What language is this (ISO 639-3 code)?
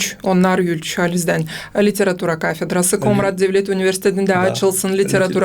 gag